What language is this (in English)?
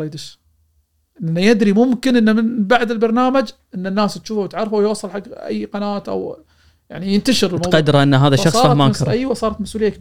Gulf Arabic